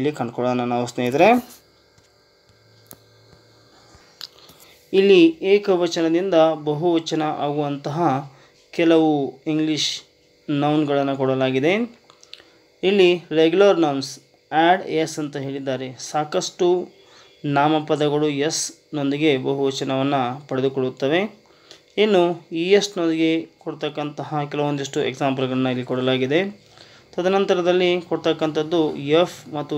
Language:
Kannada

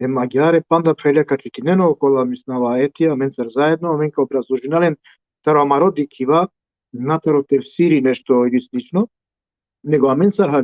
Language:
Balkan Romani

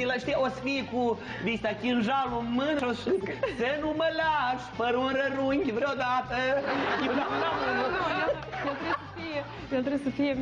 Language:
Romanian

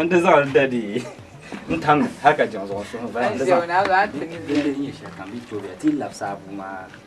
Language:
Dagbani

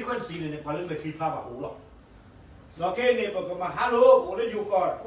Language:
S'gaw Karen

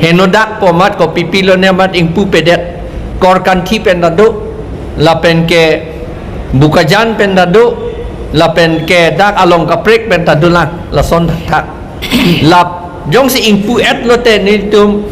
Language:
Karbi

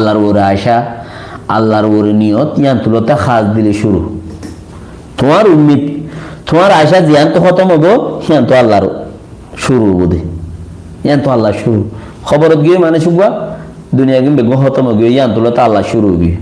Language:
Rohingya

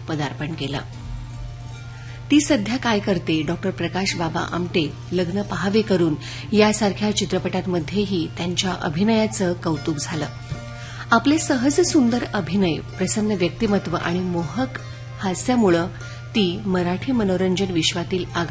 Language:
Marathi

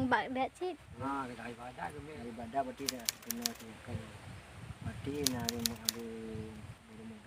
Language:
Achinese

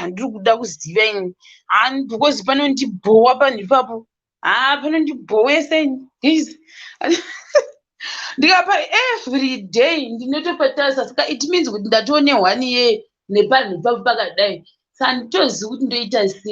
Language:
Shona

